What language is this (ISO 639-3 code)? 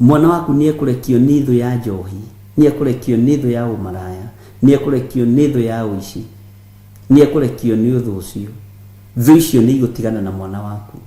kik